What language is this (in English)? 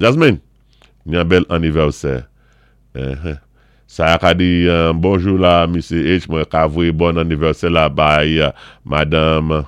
Saint Lucian Creole French